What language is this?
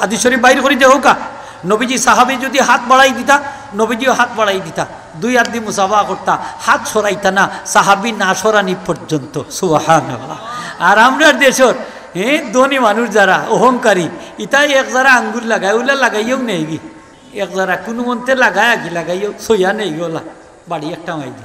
Sylheti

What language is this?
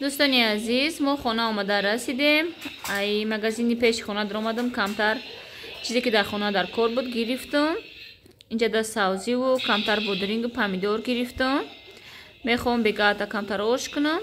Tajik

